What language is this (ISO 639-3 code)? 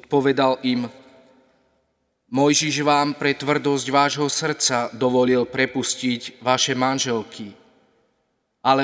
slk